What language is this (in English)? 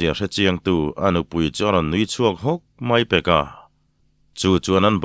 Mizo